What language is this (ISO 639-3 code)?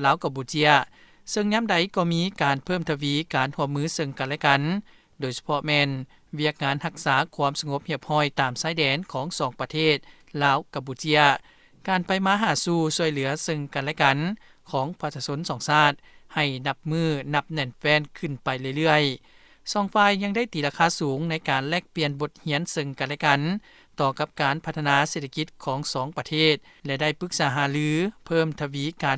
lao